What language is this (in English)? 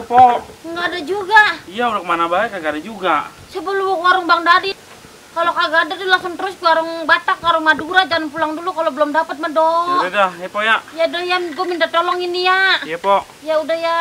Betawi